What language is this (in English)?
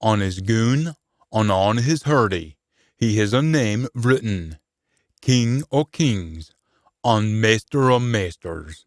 Scots